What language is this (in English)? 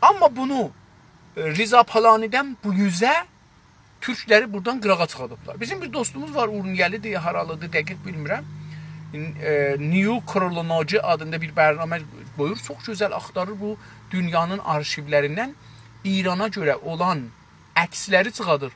South Azerbaijani